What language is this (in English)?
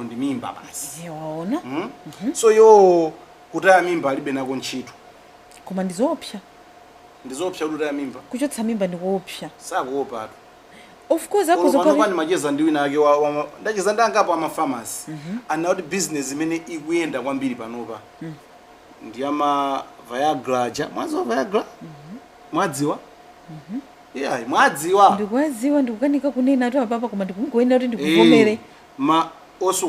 Nyanja